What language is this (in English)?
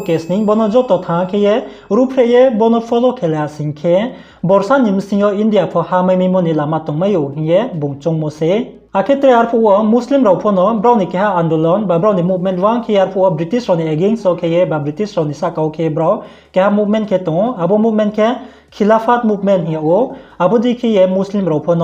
Riang (India)